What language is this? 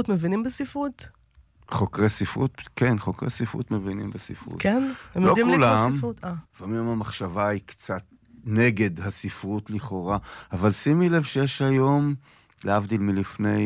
Hebrew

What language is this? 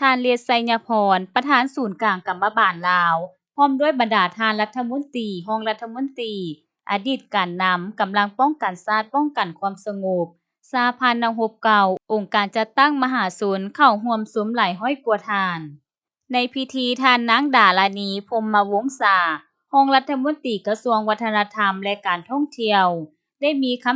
Lao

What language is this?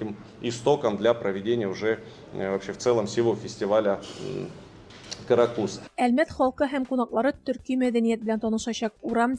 Tatar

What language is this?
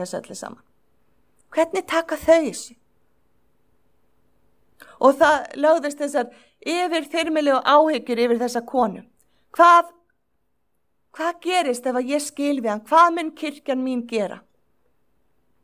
Icelandic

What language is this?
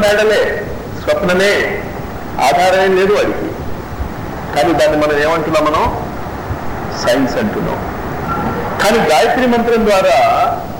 Telugu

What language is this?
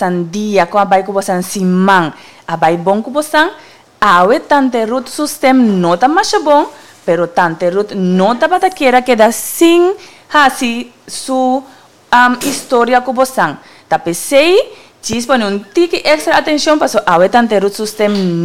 Papiamento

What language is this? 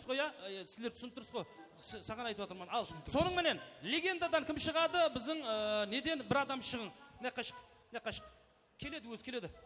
Kara-Kalpak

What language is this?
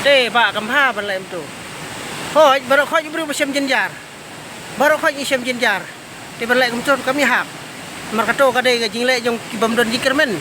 Khasi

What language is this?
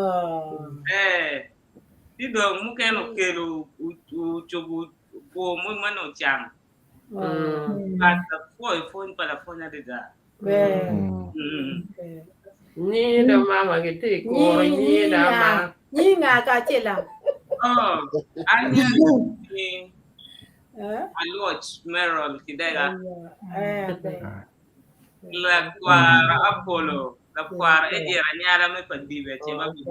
Acoli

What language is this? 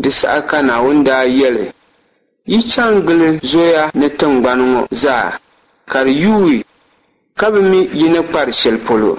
Dagbani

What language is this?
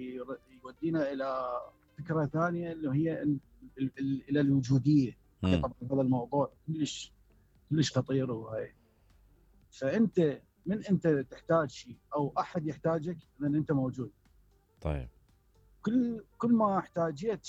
Mesopotamian Arabic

